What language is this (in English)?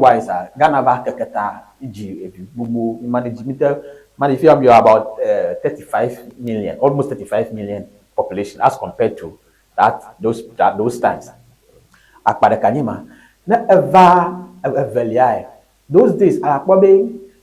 Ewe